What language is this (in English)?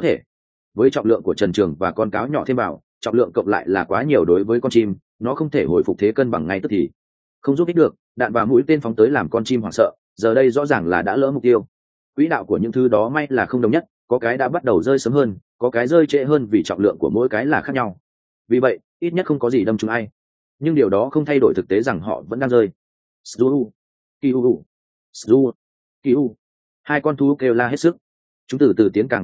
Vietnamese